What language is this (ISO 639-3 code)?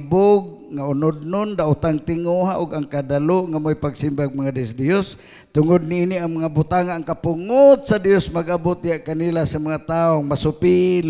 ceb